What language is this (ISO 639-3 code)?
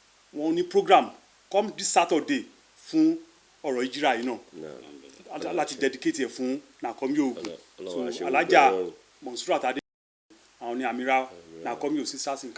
yor